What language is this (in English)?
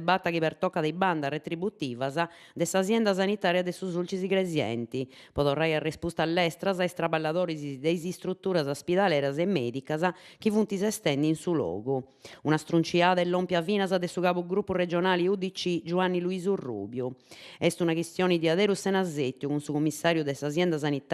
Sardinian